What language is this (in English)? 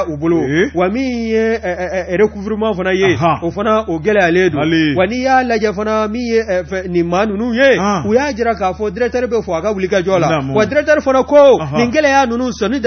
Bambara